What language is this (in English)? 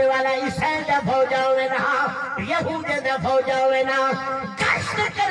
Saraiki